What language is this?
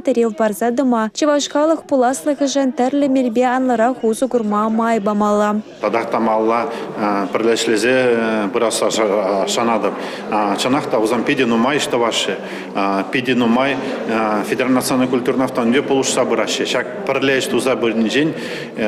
Chuvash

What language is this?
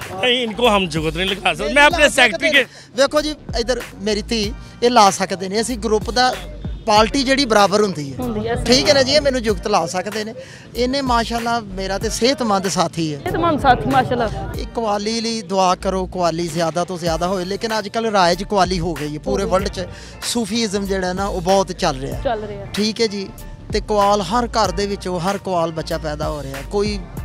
Punjabi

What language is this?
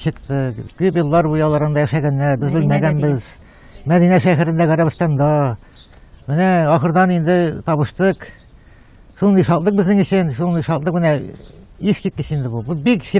Tatar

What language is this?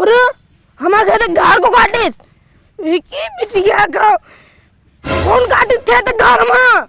Awadhi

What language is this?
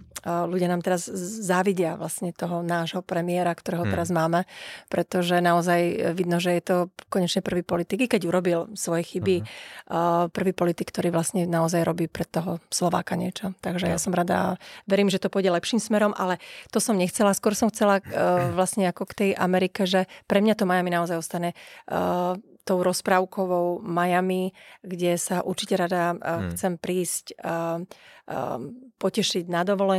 Slovak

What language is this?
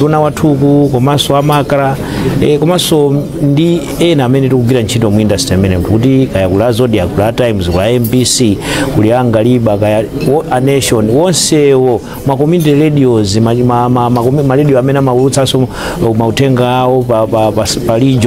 Nyanja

